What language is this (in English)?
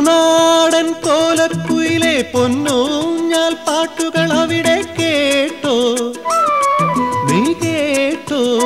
Malayalam